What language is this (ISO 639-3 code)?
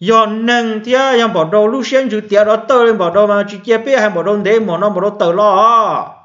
hmn